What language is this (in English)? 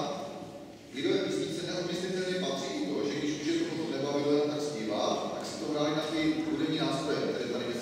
Czech